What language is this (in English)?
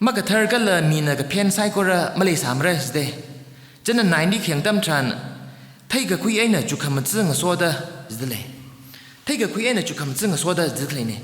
Tangkhul Naga (India)